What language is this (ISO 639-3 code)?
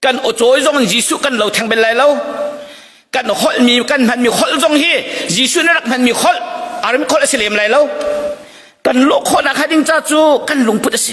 cnh